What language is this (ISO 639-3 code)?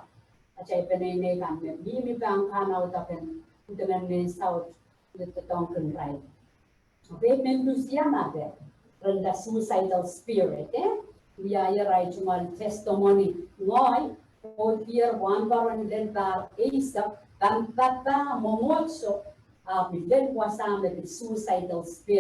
pon